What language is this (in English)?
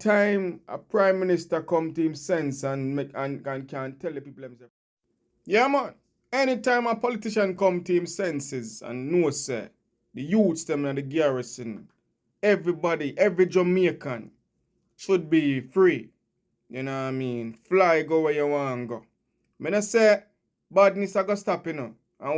Jamaican Creole English